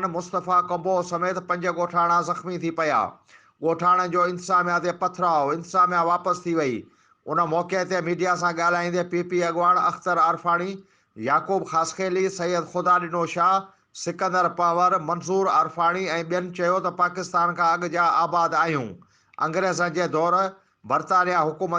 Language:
Sindhi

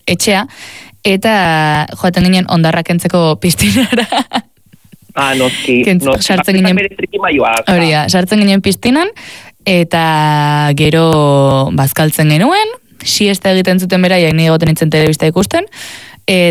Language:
Basque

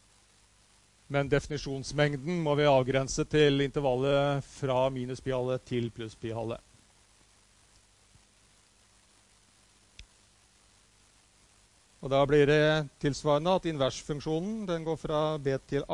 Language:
Norwegian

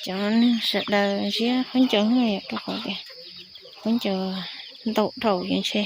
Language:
Hmong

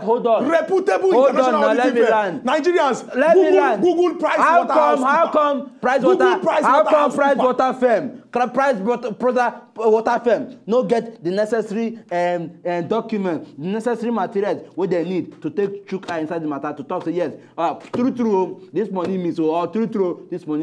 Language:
Nigerian Pidgin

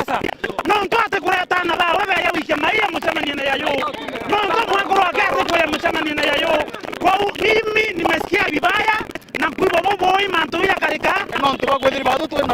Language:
Meru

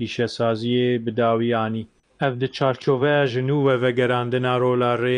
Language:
Kurdish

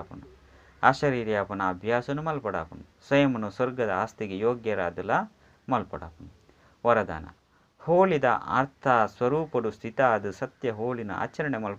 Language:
Tulu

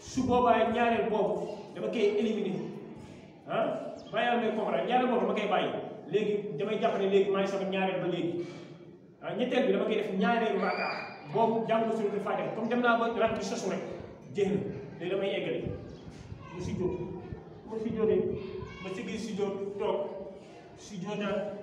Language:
Wolof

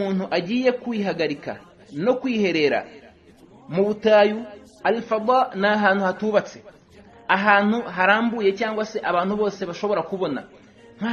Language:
Kinyarwanda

